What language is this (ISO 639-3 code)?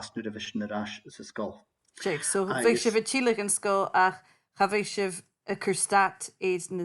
gla